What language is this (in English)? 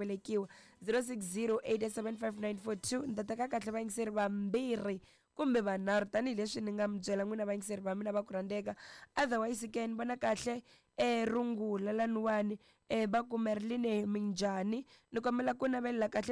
Tsonga